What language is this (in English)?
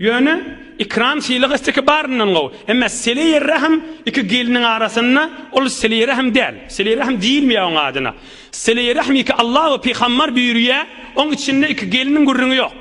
Turkmen